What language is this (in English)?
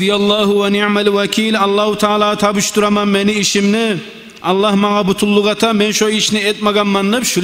Kumyk